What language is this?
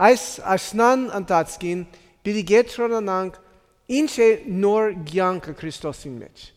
Western Armenian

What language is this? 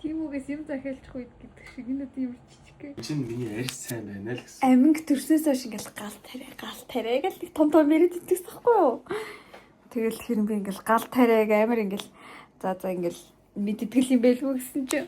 Mongolian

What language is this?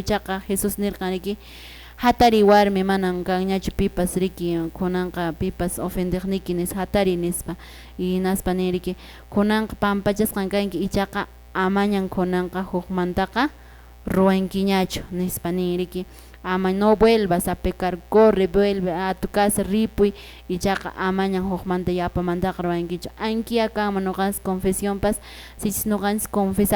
Quechua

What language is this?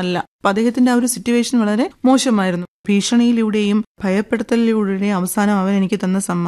Malayalam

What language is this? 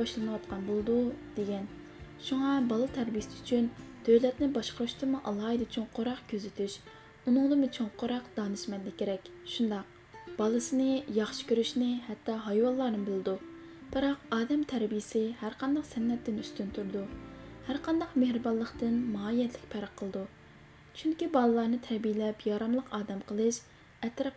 Uyghur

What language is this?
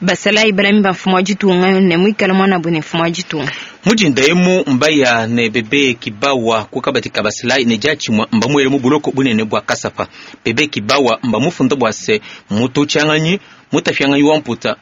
Luba-Lulua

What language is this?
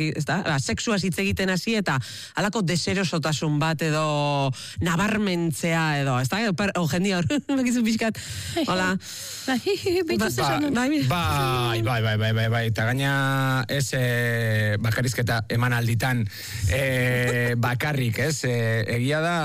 Basque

